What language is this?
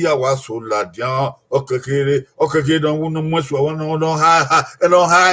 Bini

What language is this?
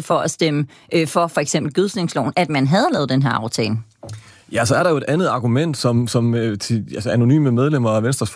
Danish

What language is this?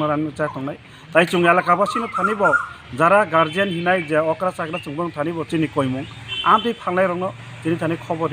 Kok Borok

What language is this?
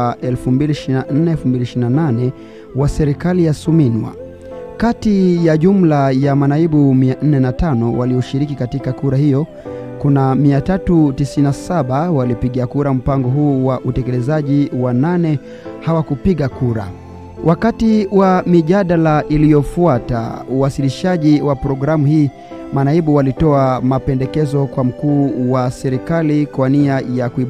Swahili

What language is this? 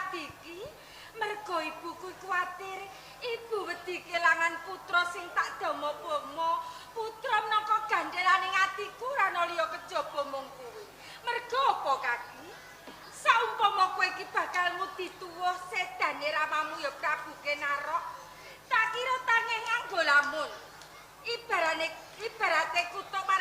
Javanese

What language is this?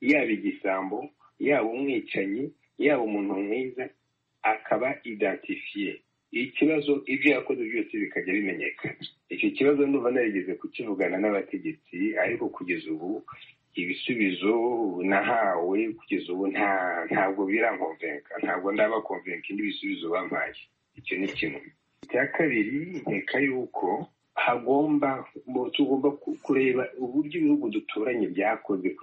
Kinyarwanda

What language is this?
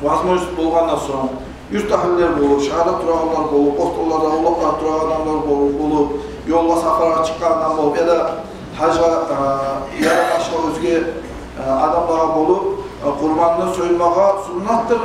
Kumyk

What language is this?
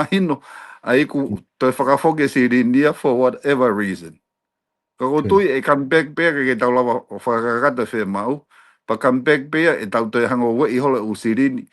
Tongan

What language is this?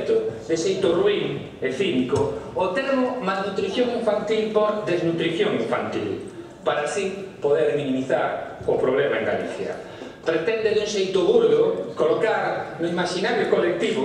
Galician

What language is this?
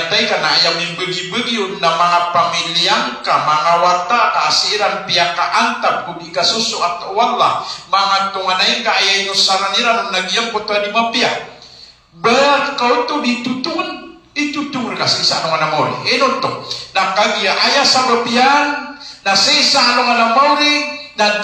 Maranao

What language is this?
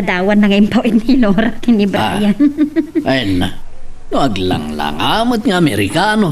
Iloko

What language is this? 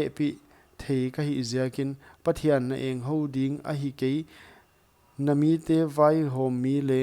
Paite Chin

